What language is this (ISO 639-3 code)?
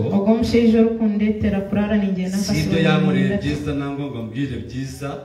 kin